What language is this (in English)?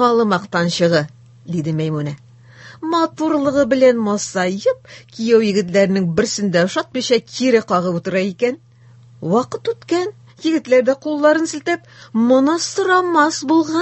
Tatar